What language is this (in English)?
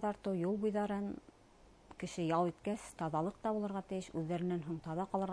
Bashkir